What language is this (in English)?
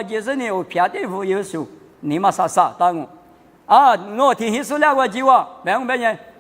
Lisu